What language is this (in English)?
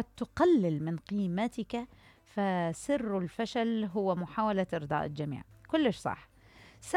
Mesopotamian Arabic